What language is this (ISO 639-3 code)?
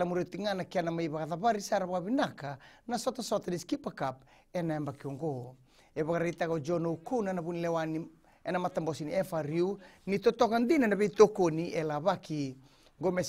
fij